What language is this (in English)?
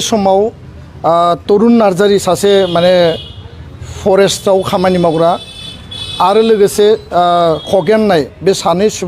Bodo